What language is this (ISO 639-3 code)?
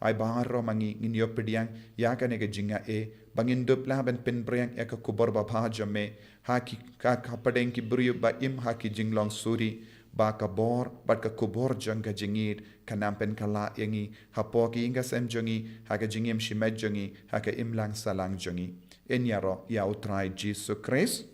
kha